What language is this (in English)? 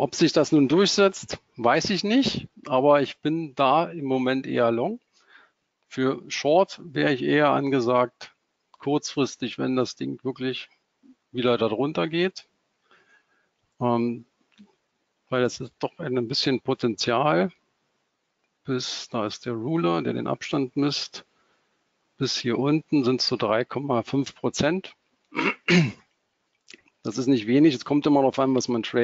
German